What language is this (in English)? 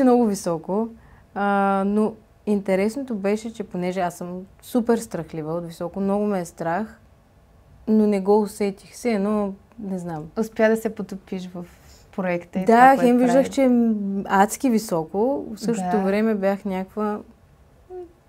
Bulgarian